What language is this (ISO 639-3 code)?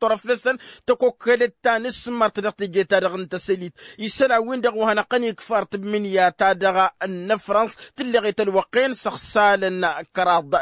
taq